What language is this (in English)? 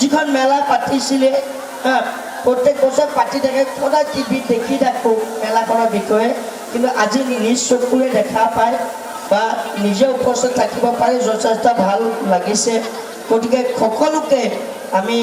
Assamese